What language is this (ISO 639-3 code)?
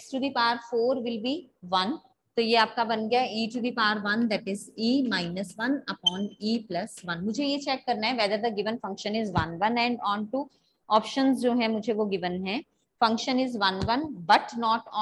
hin